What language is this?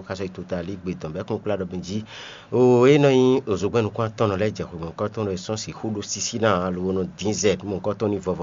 Fon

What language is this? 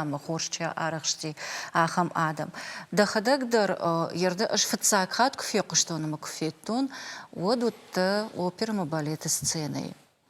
Ossetic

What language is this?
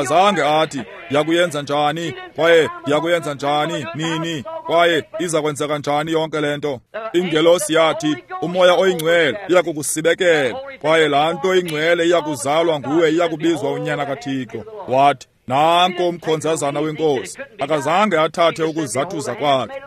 Xhosa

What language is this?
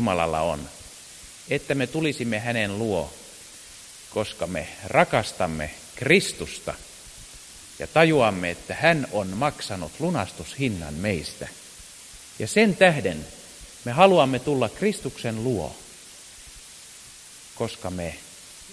Finnish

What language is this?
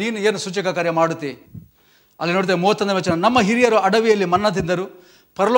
Kannada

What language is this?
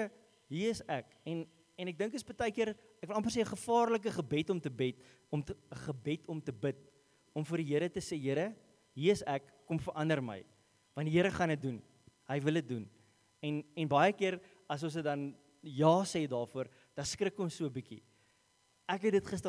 Afrikaans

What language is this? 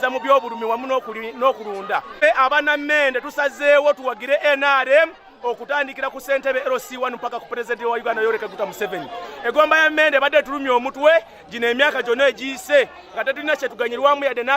Ganda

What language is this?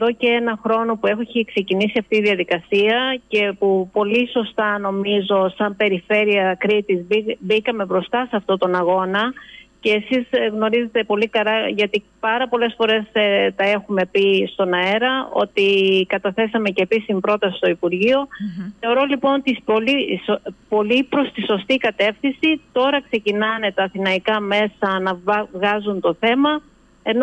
Greek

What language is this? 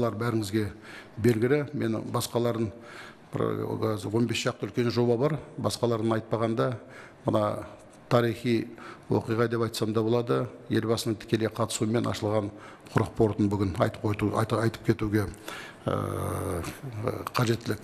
Kazakh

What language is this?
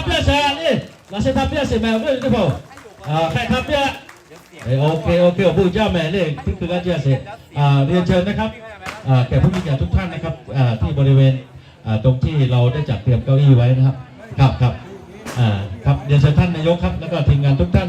Lahu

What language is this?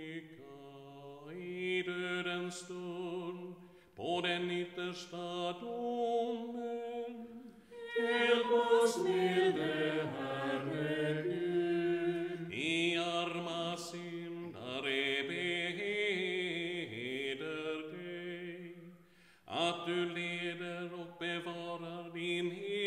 Swedish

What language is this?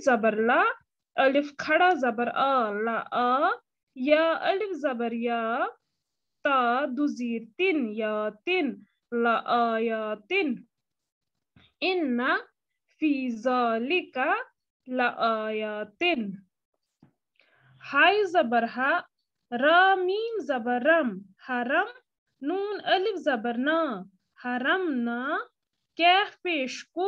Urdu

